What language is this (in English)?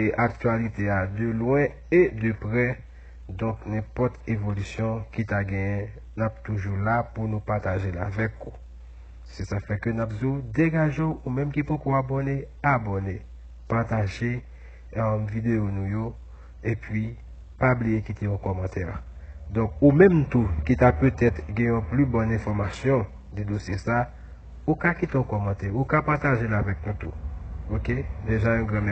Haitian Creole